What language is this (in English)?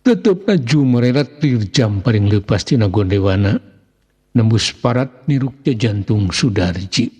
Sundanese